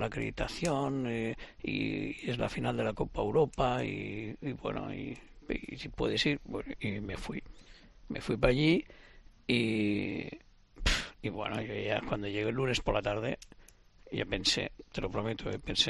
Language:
Spanish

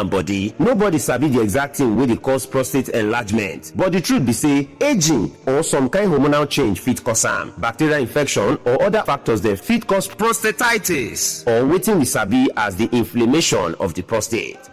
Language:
Nigerian Pidgin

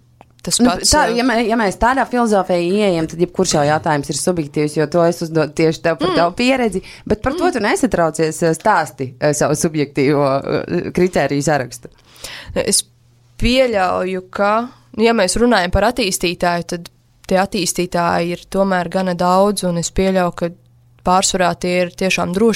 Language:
Latvian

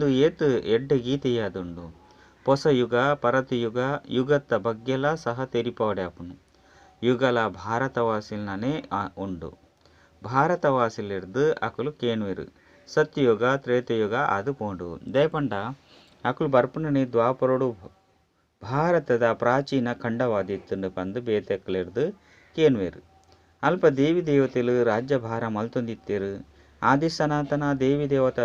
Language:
Tulu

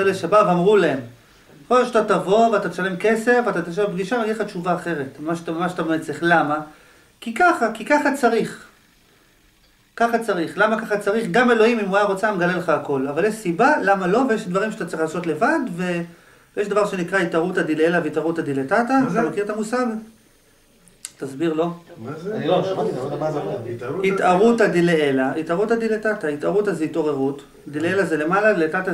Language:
Hebrew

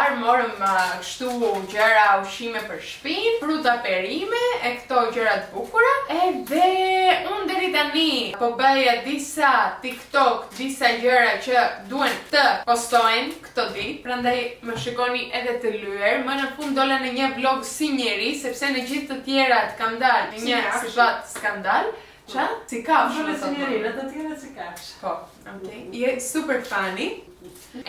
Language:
Albanian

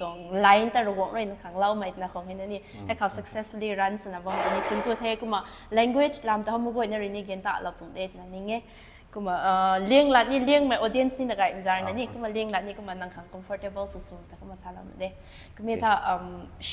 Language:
Rongmei Naga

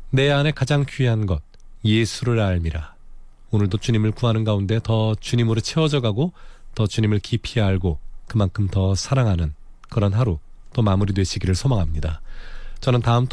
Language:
Korean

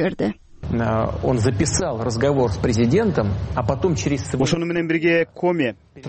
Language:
Kyrgyz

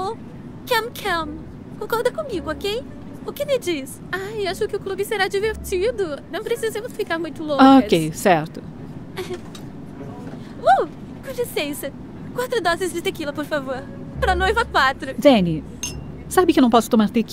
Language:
Portuguese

